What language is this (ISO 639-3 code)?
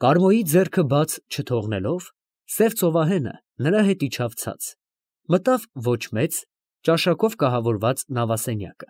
hye